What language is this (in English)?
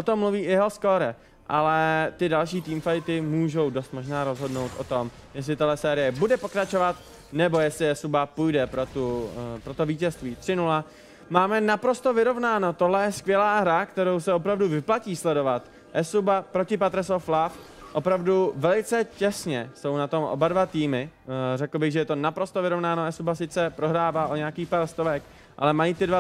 Czech